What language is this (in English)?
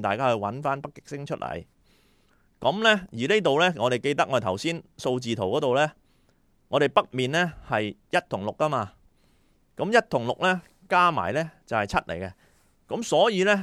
Cantonese